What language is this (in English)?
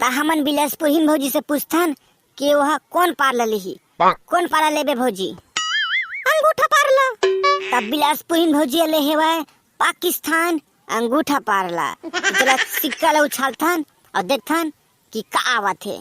Chhattisgarhi